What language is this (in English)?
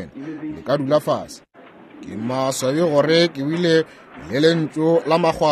Northern Sotho